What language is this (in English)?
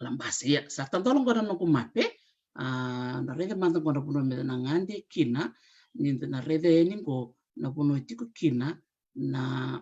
Fijian